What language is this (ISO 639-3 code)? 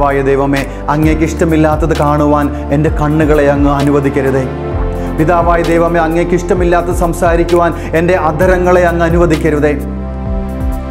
mal